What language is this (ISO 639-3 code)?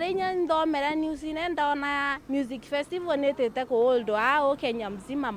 mer